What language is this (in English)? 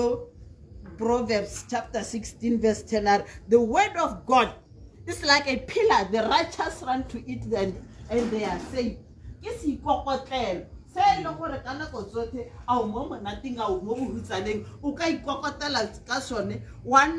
Tswana